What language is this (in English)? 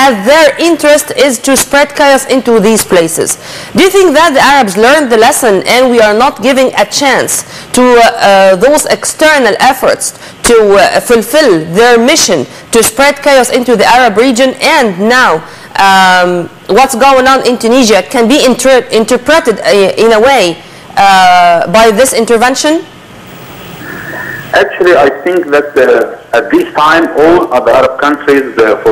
English